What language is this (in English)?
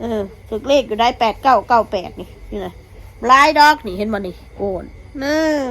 Northeastern Thai